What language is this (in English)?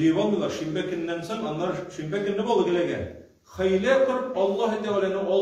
Tatar